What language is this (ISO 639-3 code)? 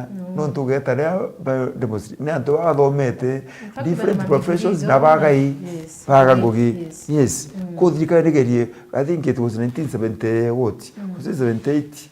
mer